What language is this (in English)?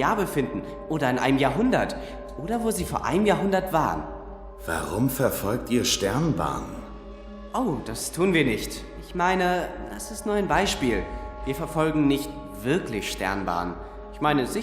Swiss German